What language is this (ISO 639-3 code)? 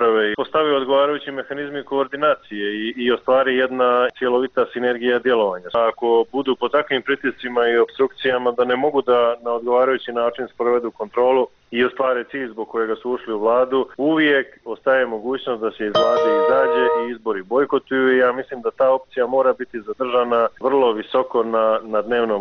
bos